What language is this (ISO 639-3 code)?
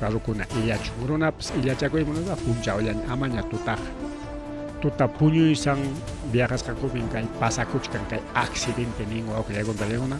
quy